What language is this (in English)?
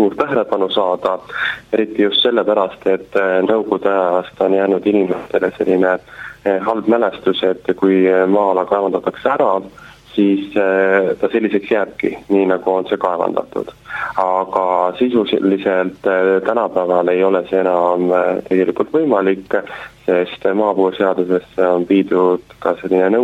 Estonian